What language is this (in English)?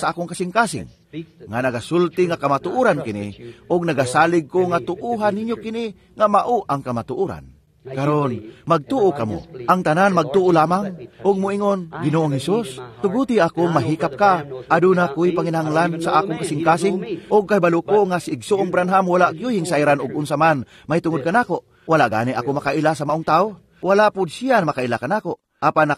Cebuano